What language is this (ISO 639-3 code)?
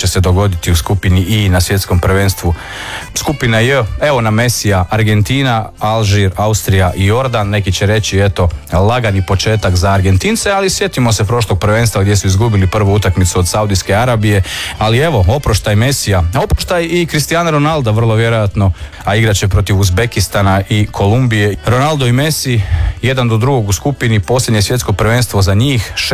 hrv